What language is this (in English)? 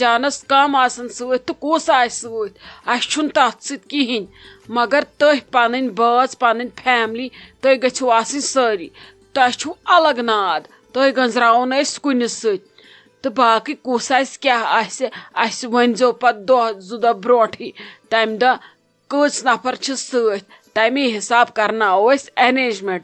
Kashmiri